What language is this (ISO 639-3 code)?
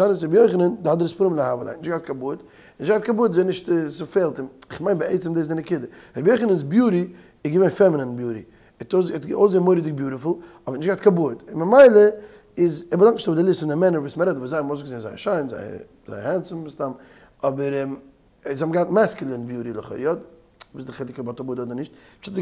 yid